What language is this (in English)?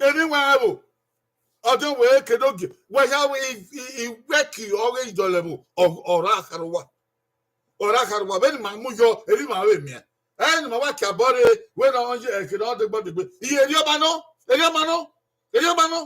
Bini